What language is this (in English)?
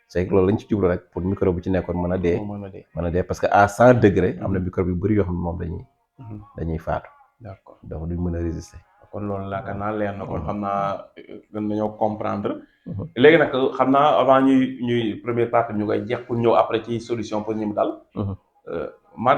Wolof